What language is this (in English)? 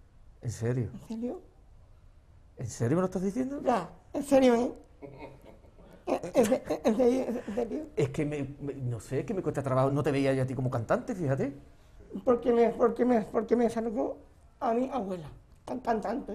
Spanish